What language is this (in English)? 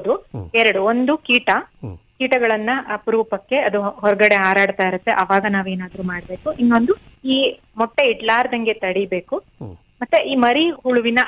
Kannada